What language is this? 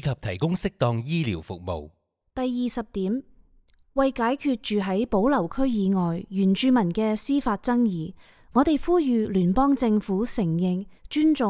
Cantonese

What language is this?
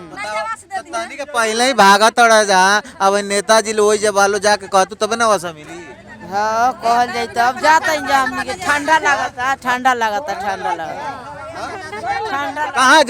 Bhojpuri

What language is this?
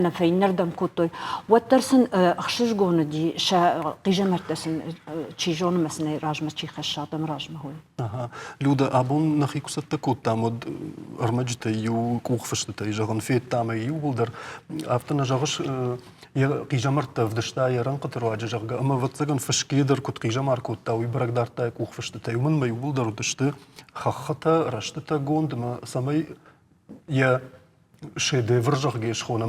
Ossetic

